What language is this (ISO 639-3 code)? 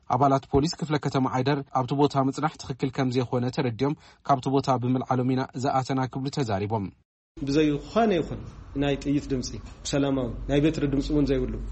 tir